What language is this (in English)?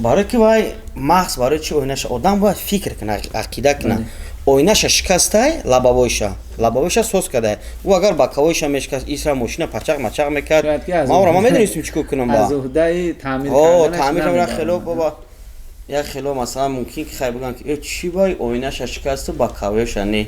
Tajik